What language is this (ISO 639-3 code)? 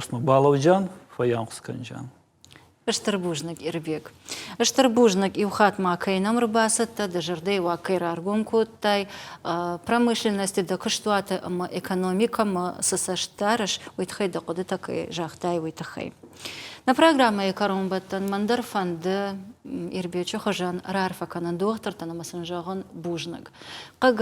oss